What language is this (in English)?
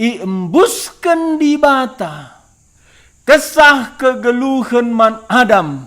Batak Karo